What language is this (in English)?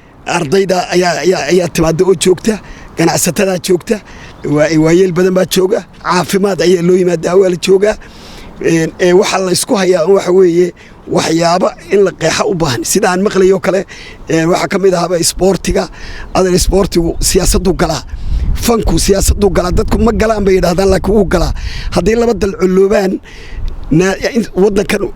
Somali